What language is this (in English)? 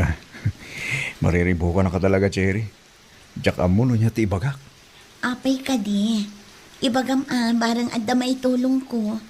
Iloko